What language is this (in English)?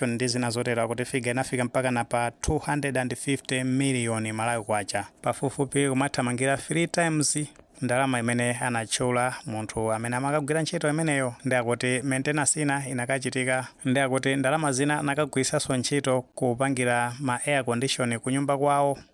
Nyanja